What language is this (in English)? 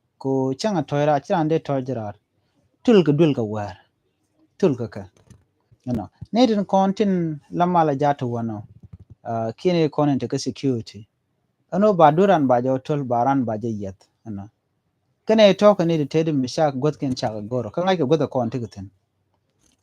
Nuer